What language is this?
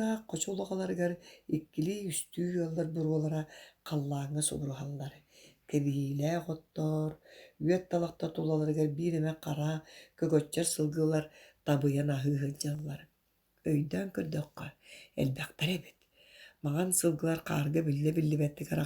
Yakut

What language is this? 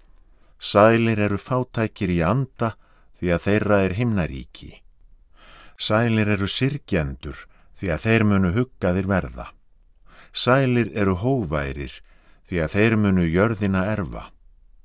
Icelandic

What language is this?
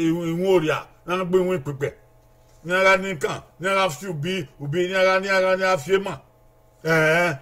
Bini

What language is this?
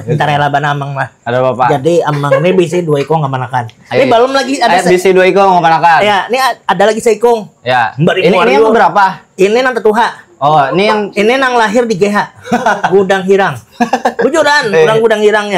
Banjar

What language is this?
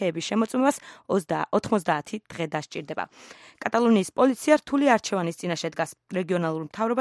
Georgian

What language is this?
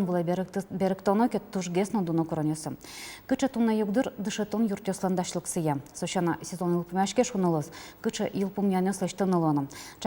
Udmurt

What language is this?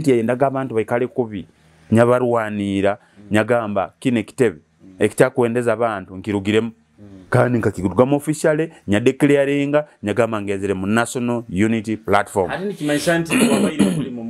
Nyoro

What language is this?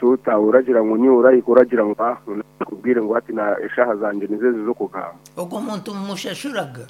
Nyankole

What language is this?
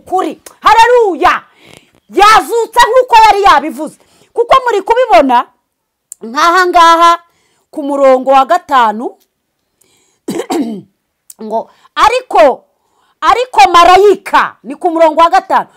Kinyarwanda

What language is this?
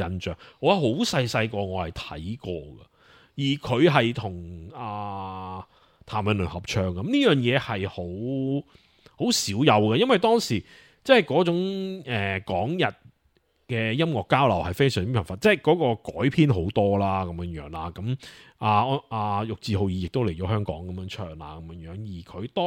Cantonese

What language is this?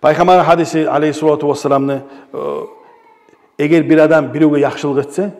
Kumyk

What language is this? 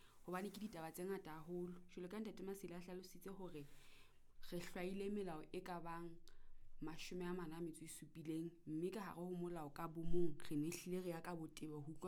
Southern Sotho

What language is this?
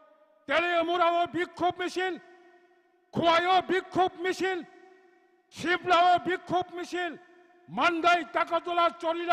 Kok Borok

